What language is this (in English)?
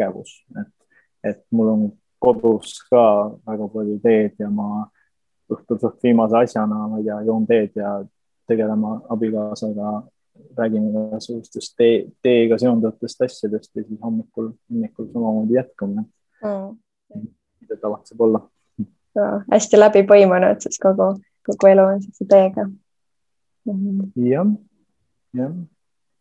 Estonian